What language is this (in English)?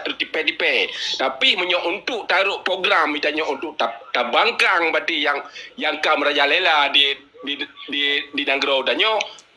Achinese